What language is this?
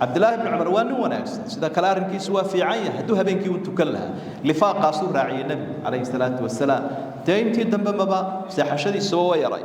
Somali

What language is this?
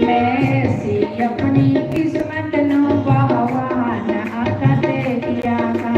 Dogri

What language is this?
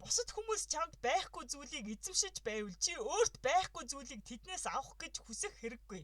Mongolian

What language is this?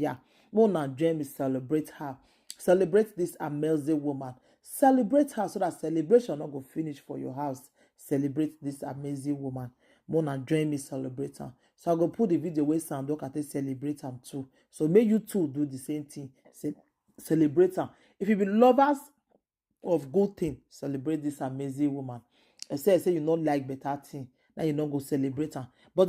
Nigerian Pidgin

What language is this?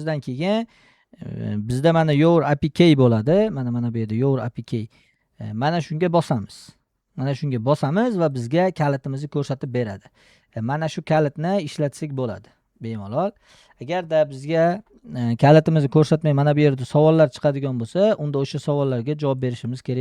Uzbek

